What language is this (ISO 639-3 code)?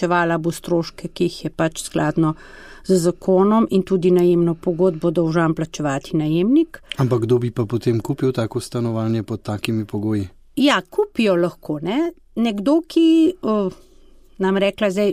slv